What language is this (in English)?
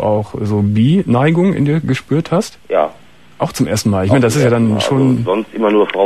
German